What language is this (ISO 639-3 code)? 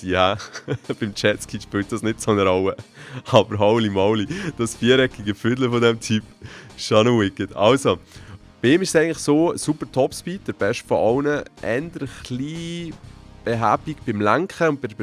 gsw